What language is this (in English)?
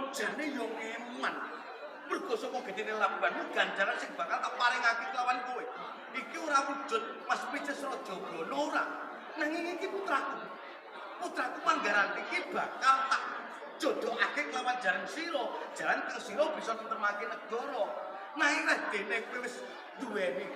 Javanese